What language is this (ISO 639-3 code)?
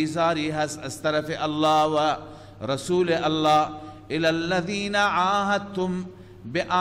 fas